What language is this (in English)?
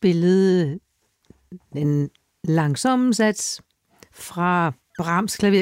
Danish